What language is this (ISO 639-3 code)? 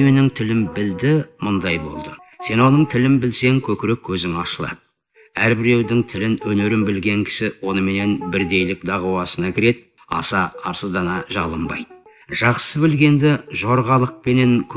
kaz